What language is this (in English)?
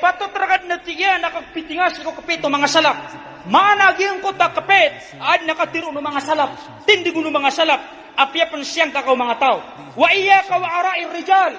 Maranao